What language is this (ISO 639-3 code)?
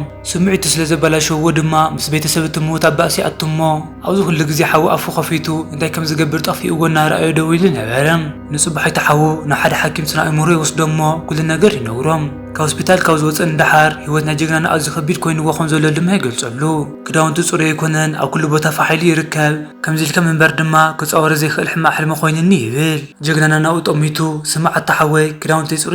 tir